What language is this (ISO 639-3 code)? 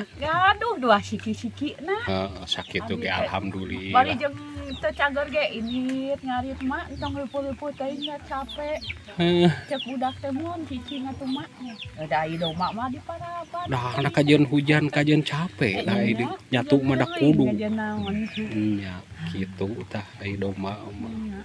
sun